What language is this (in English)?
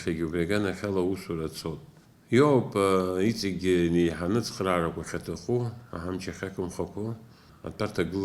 Abkhazian